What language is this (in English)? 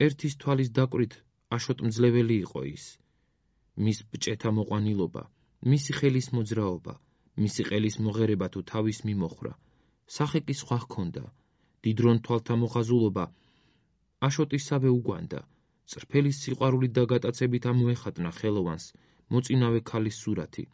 Georgian